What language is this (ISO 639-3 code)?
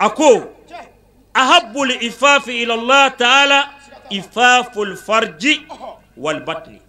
bam